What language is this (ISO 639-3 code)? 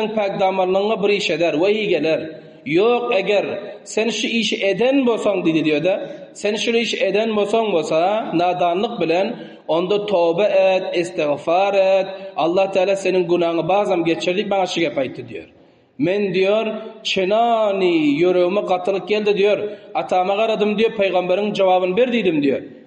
tuk